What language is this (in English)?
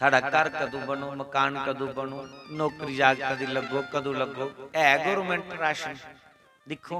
Dogri